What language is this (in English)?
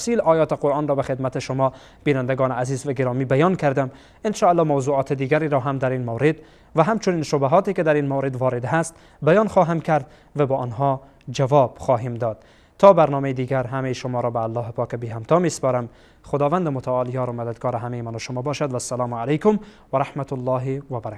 Tajik